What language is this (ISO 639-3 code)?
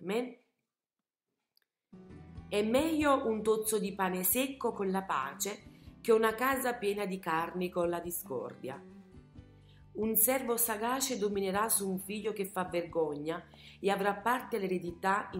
ita